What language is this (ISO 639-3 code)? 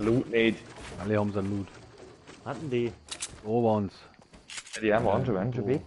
bar